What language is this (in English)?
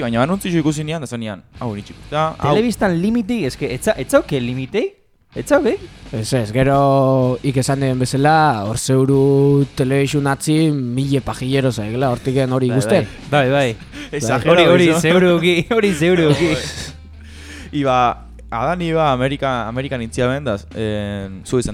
Basque